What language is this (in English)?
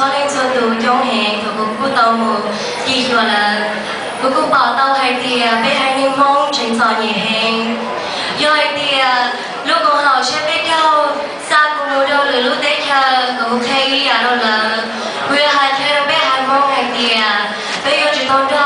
Hmong